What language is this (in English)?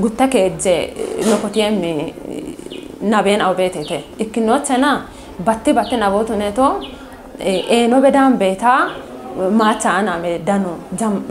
Kafa